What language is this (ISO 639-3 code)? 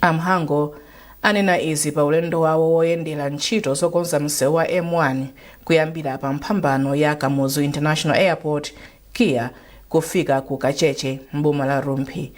nya